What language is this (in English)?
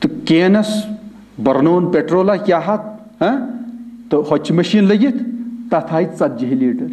Kashmiri